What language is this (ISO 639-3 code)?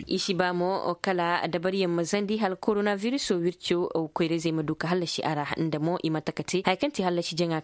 ses